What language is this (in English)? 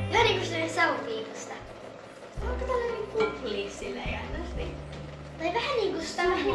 Finnish